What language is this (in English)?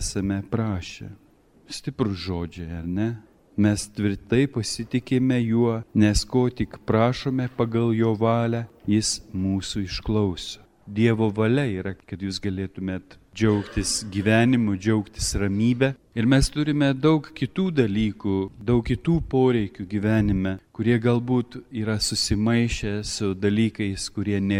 Lithuanian